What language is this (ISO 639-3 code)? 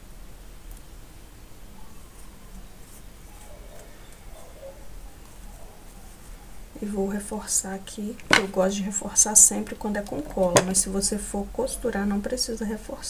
por